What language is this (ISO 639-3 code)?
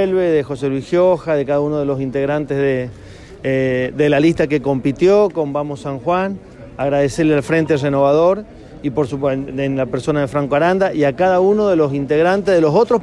spa